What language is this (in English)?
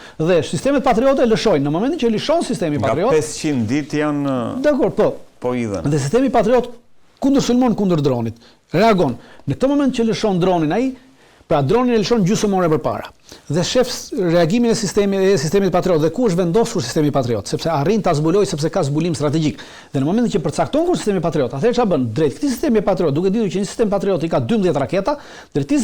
Albanian